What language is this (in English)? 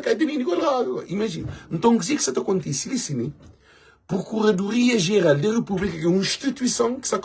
Kabuverdianu